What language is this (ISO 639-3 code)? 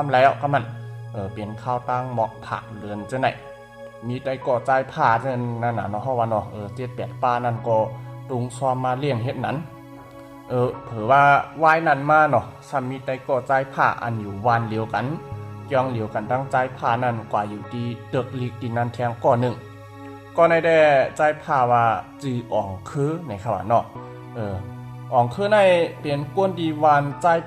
shn